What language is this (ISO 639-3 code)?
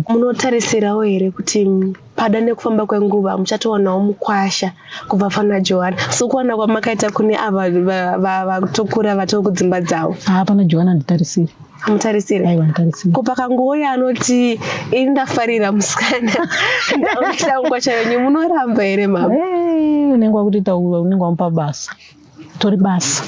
sna